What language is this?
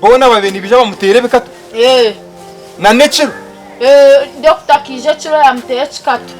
Nyankole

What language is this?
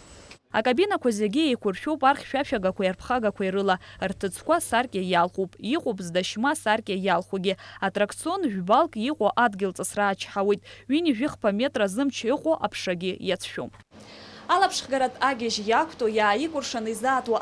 Abkhazian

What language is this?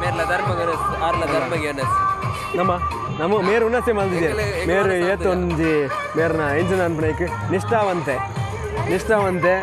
Tulu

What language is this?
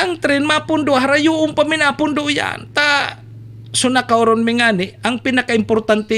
Bikol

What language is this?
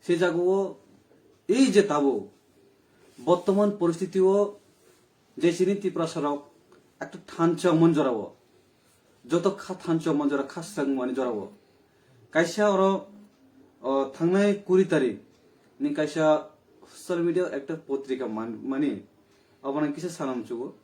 Kok Borok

